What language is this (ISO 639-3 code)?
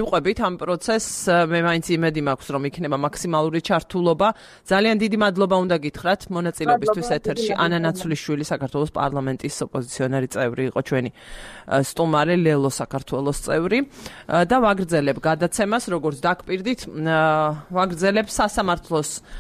kat